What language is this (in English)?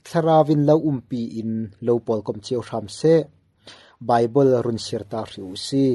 Falam Chin